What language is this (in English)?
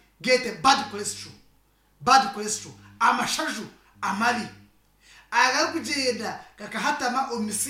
Nyankole